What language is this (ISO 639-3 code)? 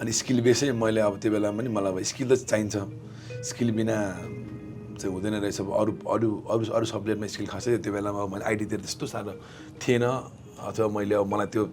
nep